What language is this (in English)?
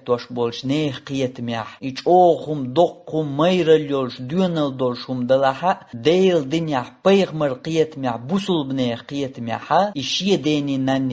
Chechen